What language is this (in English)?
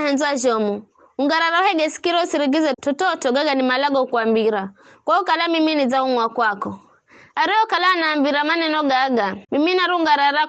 Giryama